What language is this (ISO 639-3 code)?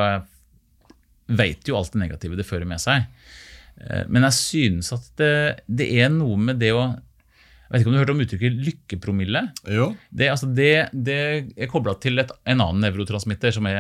nor